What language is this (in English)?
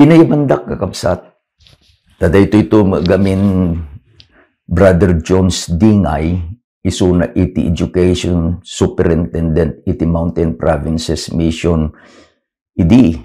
Iloko